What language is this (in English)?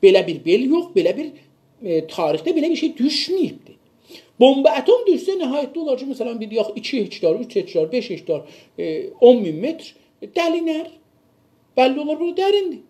South Azerbaijani